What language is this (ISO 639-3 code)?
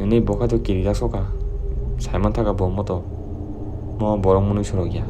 trp